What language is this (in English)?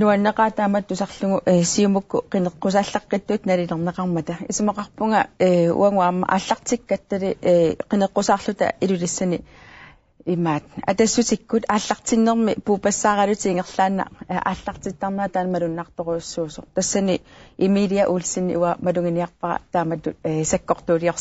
Kalaallisut